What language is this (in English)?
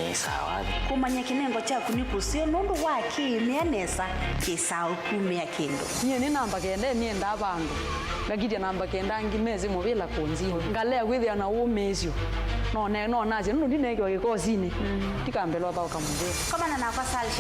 Kamba